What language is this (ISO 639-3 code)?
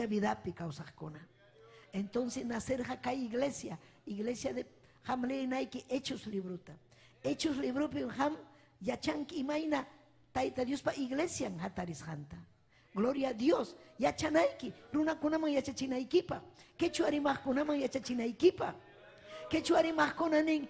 quy